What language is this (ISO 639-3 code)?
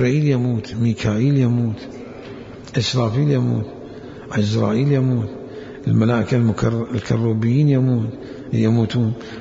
acm